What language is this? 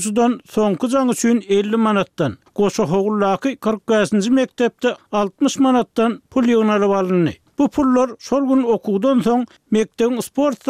Turkmen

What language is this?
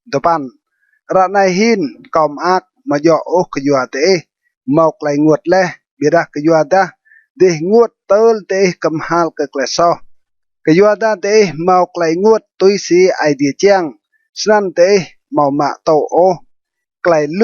Rade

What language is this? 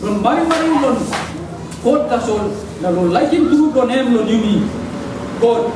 Tok Pisin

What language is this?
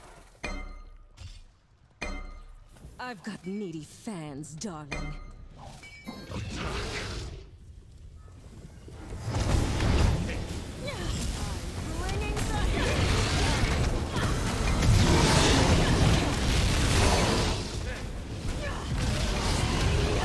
Portuguese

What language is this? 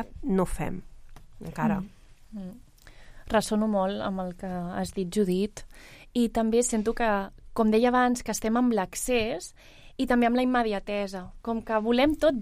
Catalan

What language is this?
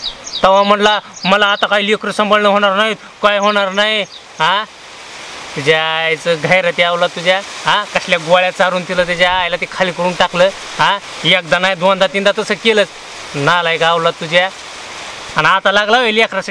Marathi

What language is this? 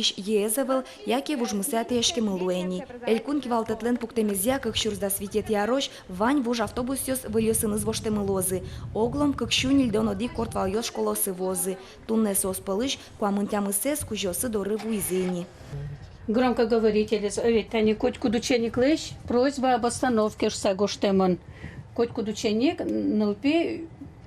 Udmurt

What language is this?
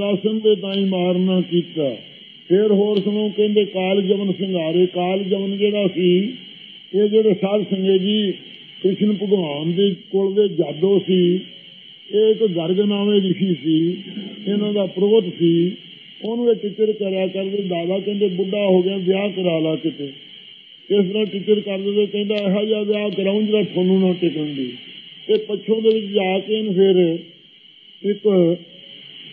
Punjabi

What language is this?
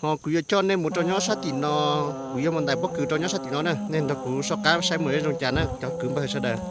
Hmong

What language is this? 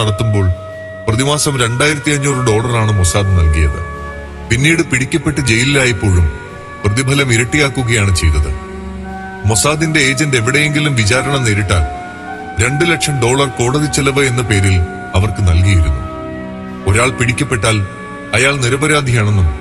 Malayalam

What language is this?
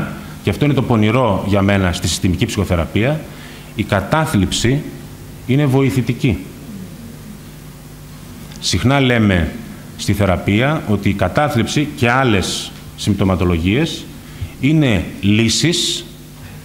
Greek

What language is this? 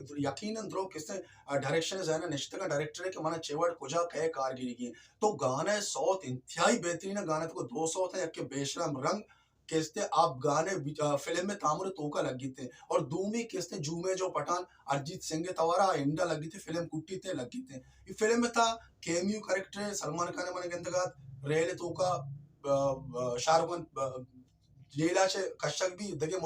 Baluchi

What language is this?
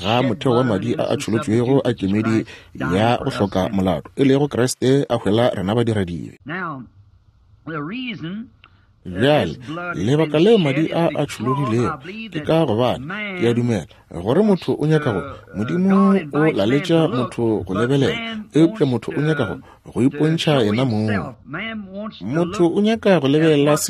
Northern Sotho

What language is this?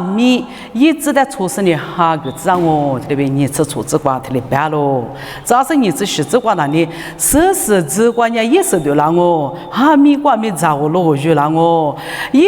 Lisu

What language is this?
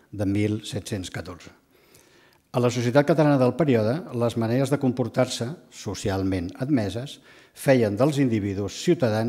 Catalan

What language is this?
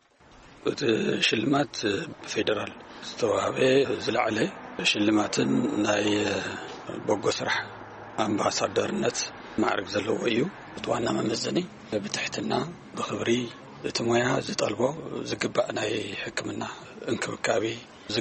Tigrinya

